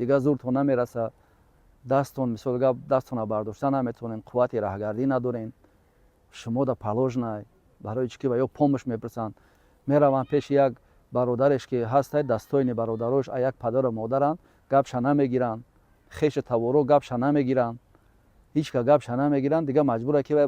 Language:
Tajik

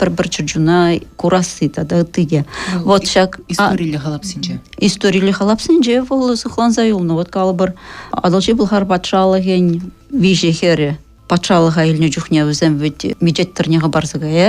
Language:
Chuvash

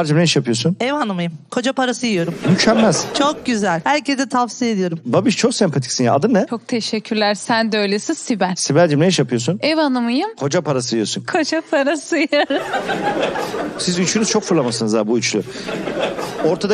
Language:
Turkish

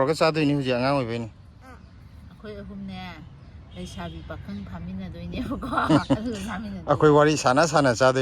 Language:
Manipuri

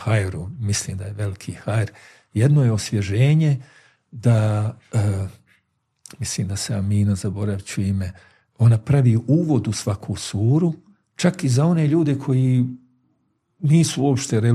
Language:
Bosnian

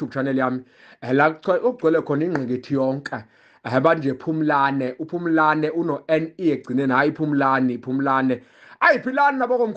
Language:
Zulu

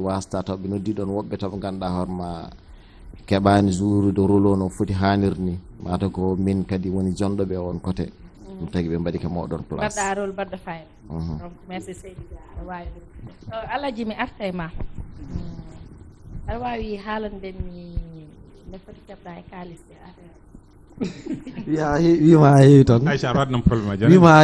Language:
Fula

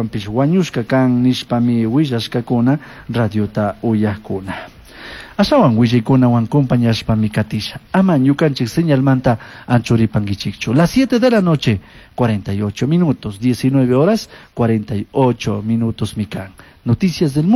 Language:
Chimborazo Highland Quichua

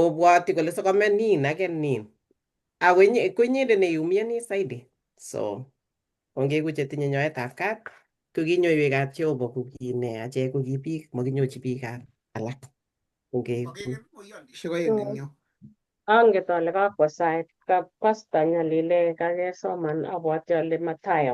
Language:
Kalenjin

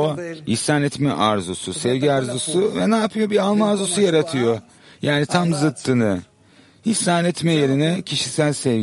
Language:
Turkish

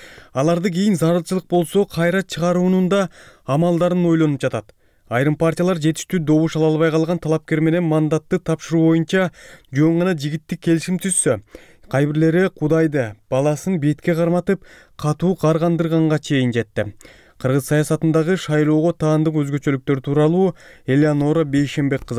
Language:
Kyrgyz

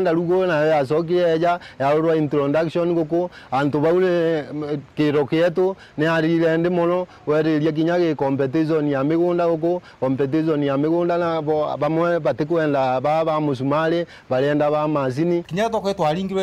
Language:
Meru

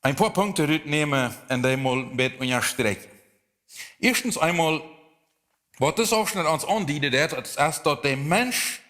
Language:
Plautdietsch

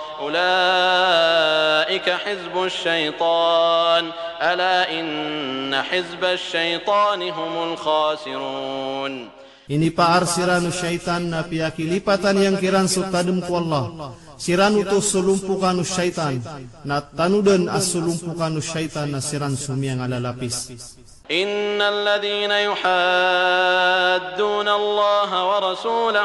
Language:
Maranao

